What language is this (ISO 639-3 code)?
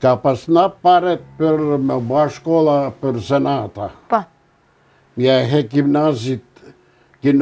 sqi